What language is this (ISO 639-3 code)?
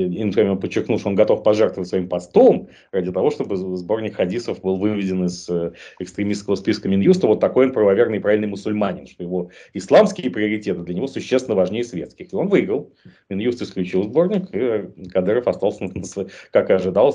rus